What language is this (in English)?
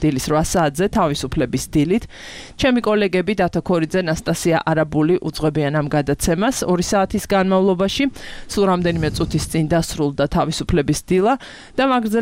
Georgian